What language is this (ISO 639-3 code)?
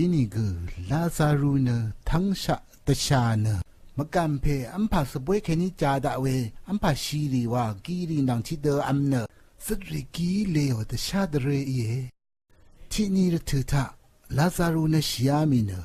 raw